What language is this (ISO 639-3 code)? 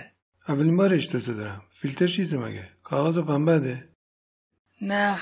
glk